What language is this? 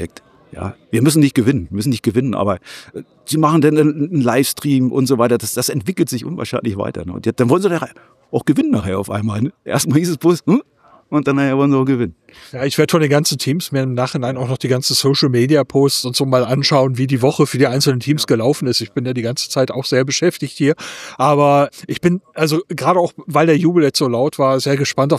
German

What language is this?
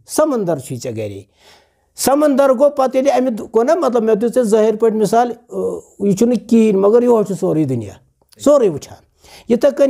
Kashmiri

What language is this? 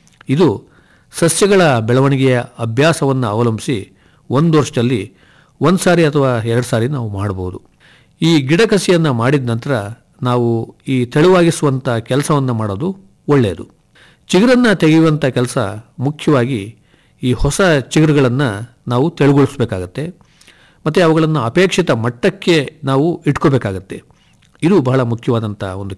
Kannada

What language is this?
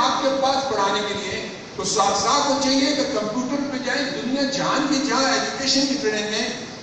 Urdu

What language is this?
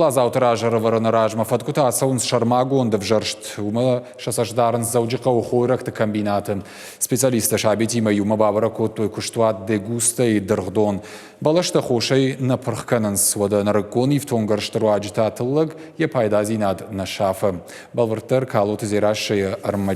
Ossetic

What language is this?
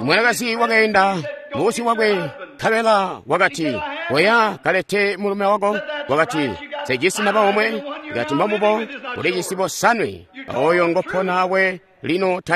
Tonga (Zambia)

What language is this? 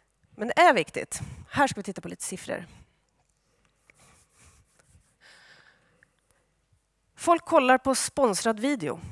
Swedish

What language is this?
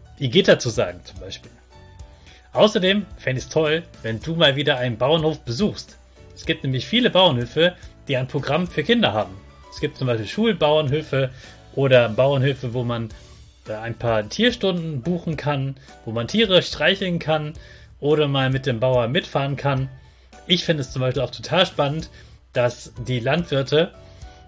German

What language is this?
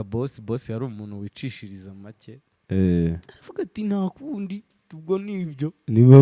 Kinyarwanda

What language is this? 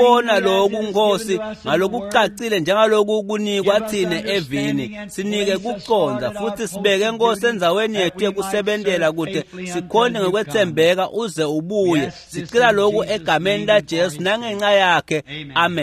Swati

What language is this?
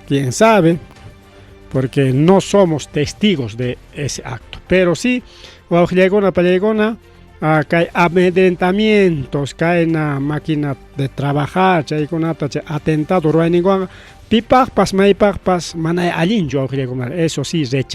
Ayacucho Quechua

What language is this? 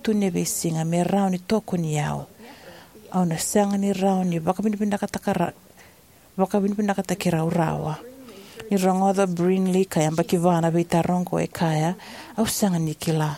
Fijian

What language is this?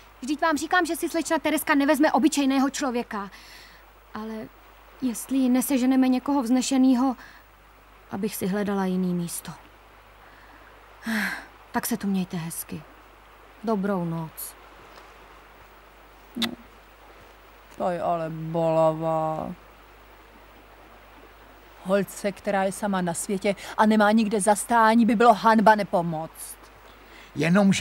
Czech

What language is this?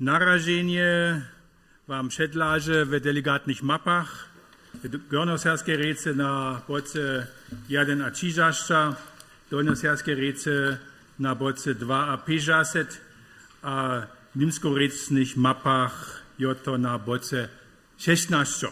Upper Sorbian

